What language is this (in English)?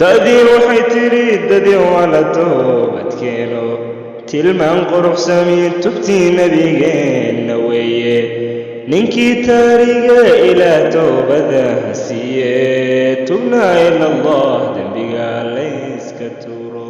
Somali